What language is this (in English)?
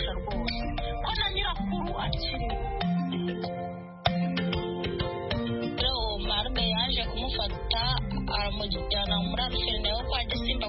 Kinyarwanda